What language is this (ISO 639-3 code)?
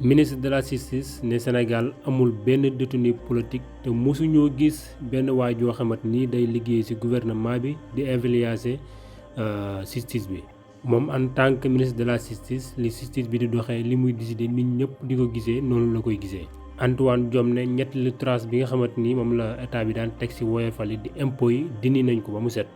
wol